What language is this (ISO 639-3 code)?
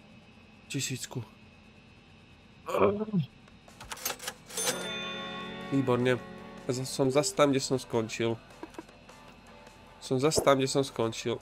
slk